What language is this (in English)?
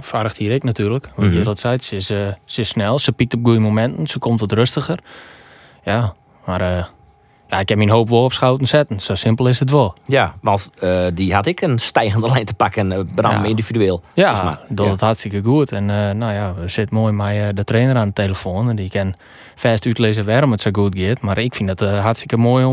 Western Frisian